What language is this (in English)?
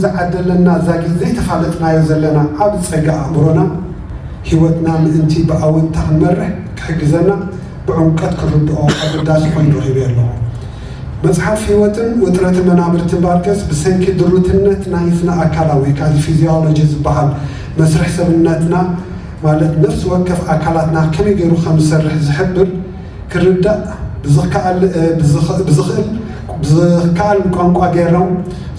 Tigrinya